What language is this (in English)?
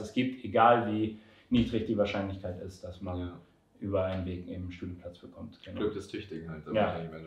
German